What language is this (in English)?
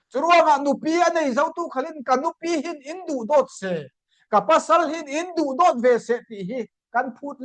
Falam Chin